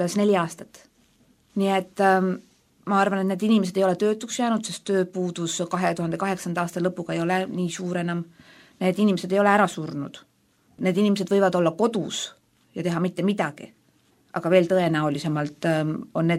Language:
Estonian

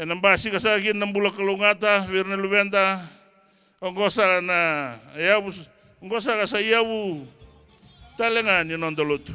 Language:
Fijian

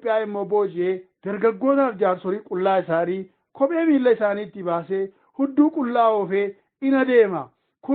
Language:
Oromo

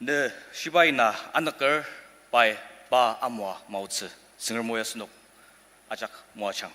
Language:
Ao Naga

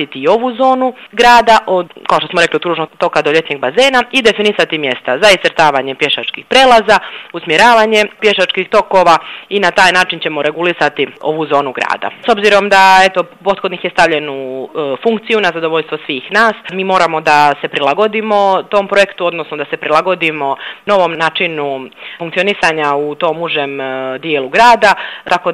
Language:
Serbian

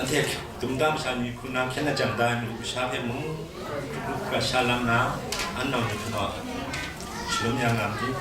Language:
Kachin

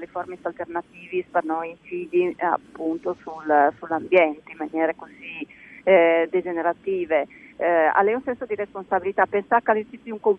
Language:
Friulian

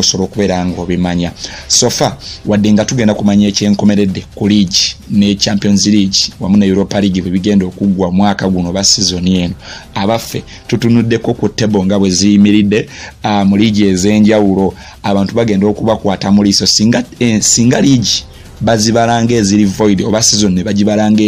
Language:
Ganda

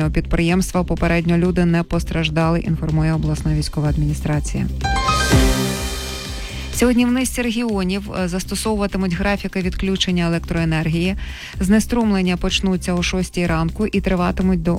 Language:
Ukrainian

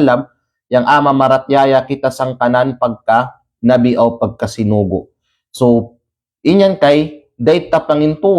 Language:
Kalagan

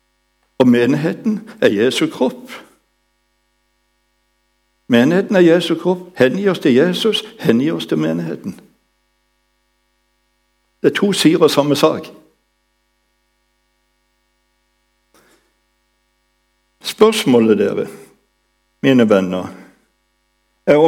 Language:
Norwegian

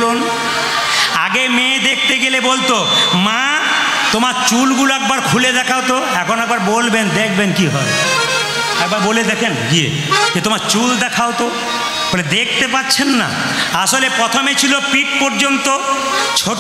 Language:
Bangla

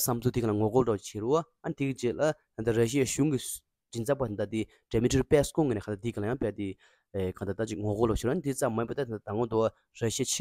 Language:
Tibetan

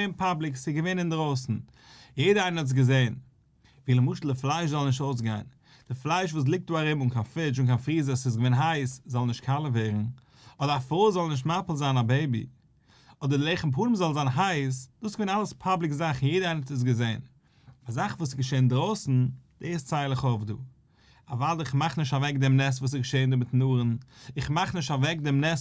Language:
Yiddish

